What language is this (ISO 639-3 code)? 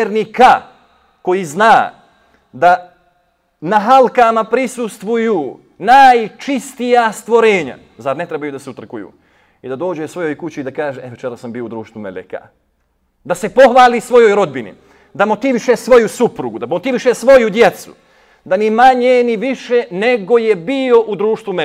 bos